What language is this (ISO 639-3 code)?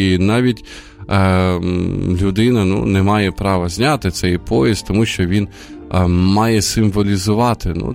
ukr